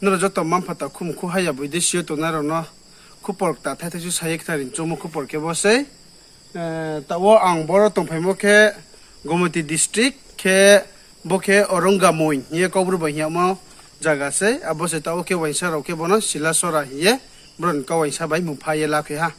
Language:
Riang (India)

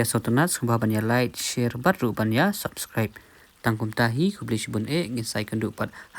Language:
Khasi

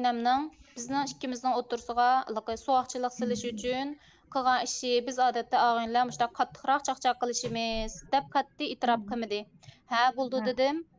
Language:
Uyghur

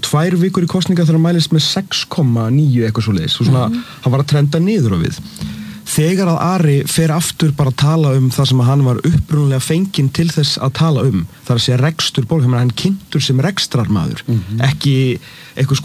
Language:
Icelandic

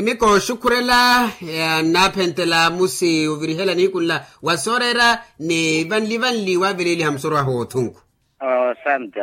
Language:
Makhuwa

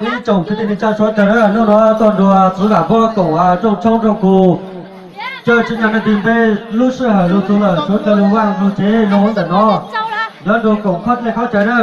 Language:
Hmong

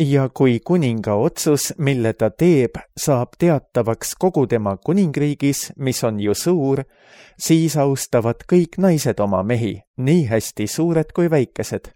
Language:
Estonian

